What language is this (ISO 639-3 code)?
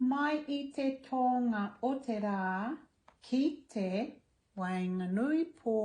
mri